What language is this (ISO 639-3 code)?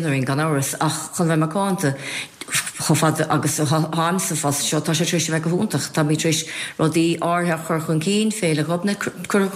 gle